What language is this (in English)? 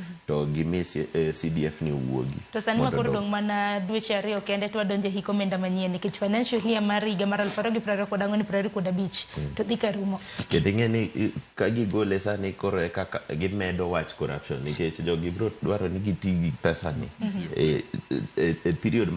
Luo (Kenya and Tanzania)